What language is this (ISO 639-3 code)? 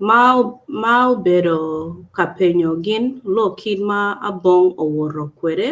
ach